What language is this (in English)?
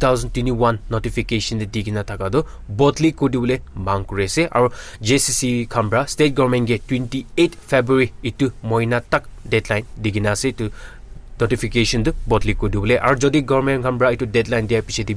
Naga Pidgin